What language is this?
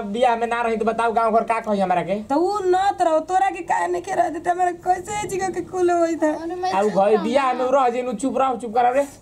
Bhojpuri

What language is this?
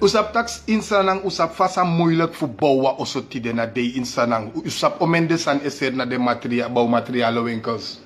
Sranan Tongo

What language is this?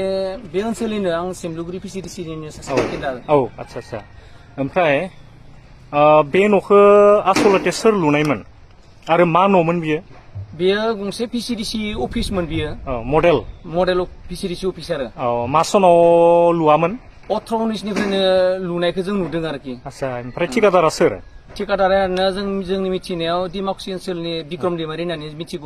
Bodo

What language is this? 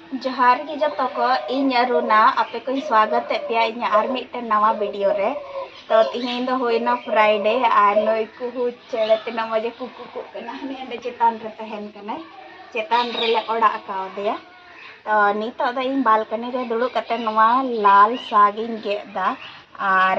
Santali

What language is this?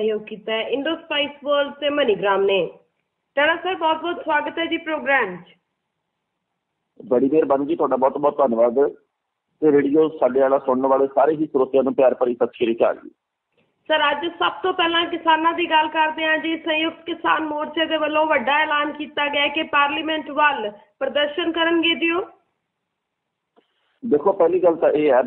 Punjabi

